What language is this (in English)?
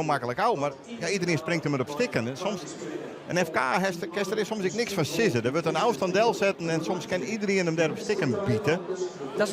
Western Frisian